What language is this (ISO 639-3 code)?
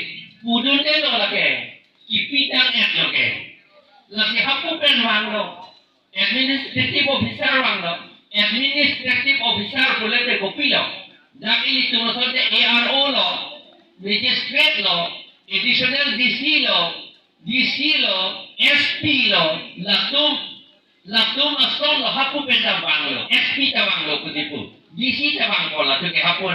mjw